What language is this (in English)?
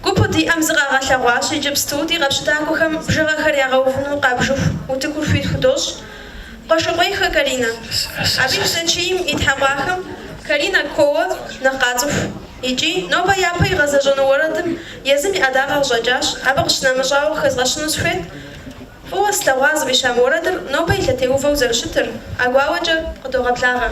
Kabardian